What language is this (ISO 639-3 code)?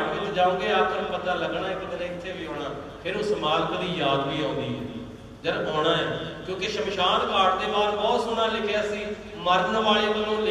pan